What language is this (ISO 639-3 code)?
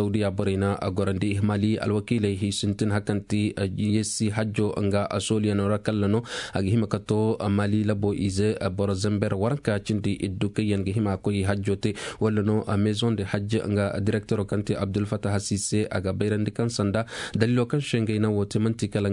dje